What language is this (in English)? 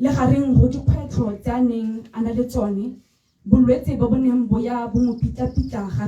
Tswana